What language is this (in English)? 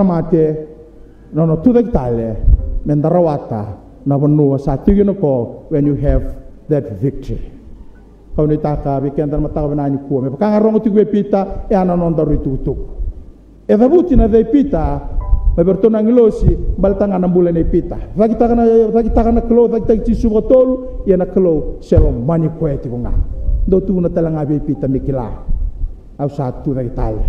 Fijian